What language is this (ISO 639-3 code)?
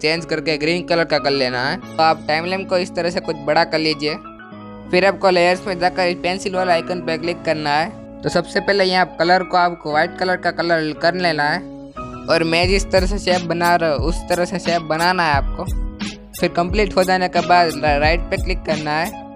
hin